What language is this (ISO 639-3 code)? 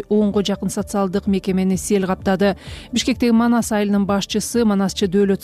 kir